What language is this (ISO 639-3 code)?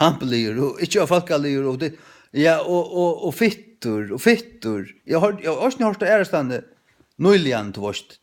fao